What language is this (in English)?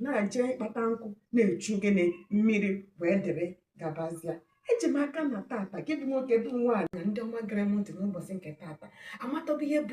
Igbo